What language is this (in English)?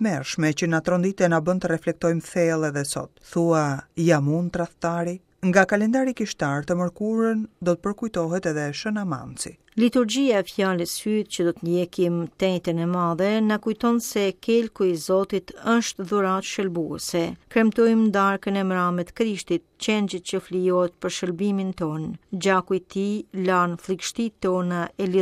Albanian